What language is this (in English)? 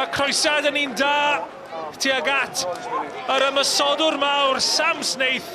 Welsh